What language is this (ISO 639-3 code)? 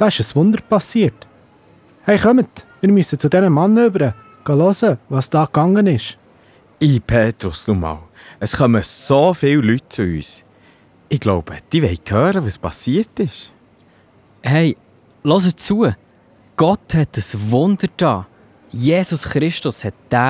gsw